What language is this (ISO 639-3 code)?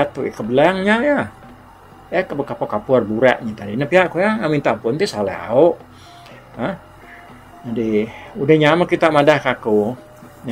iba